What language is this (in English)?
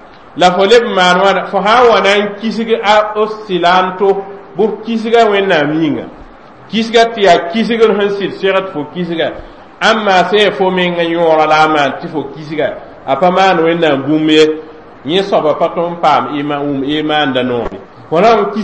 Mossi